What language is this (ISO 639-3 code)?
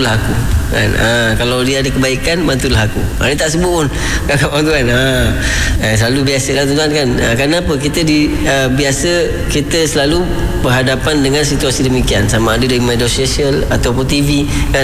msa